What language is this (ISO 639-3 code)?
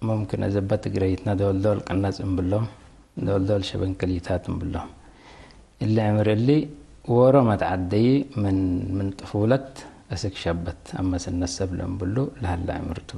tig